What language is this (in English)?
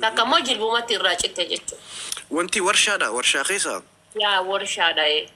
Oromo